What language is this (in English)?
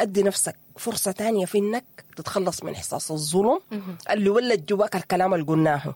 Sudanese Arabic